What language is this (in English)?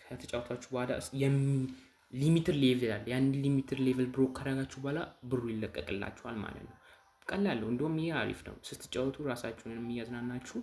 Amharic